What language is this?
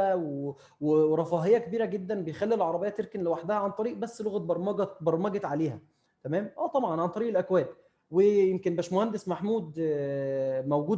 Egyptian Arabic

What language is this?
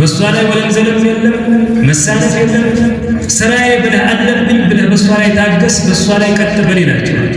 Amharic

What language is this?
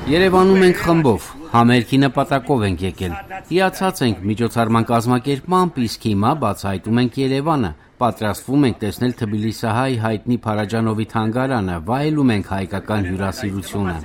Armenian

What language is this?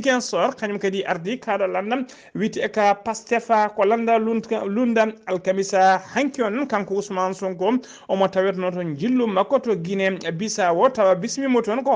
Fula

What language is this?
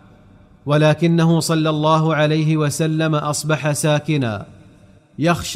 Arabic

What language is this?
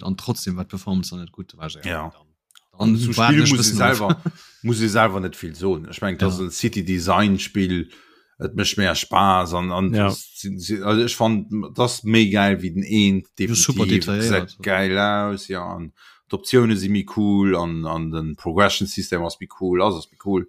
Luxembourgish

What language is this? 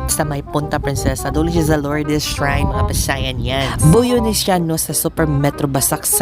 Cebuano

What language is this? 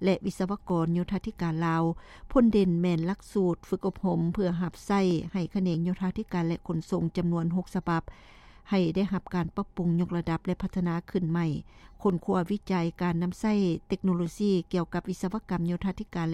Lao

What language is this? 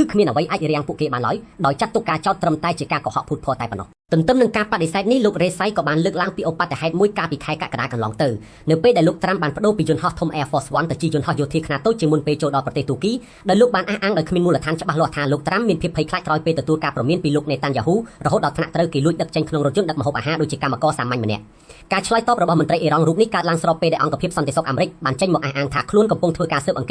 Khmer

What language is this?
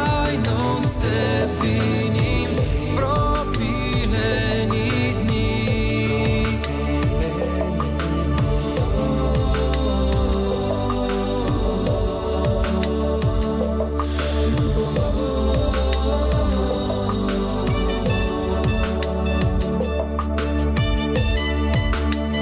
Bulgarian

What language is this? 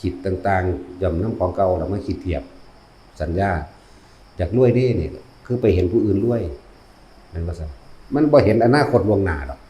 Northeastern Thai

